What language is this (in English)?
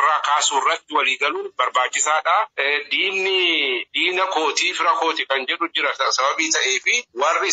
Oromo